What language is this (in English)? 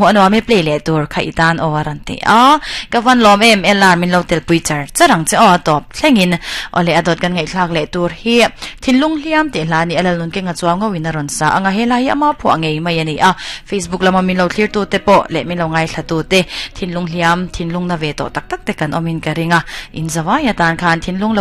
Mizo